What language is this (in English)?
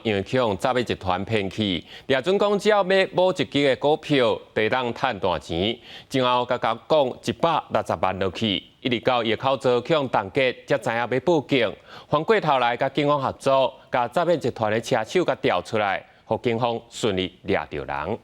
Min Nan Chinese